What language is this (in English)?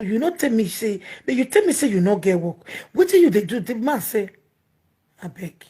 Nigerian Pidgin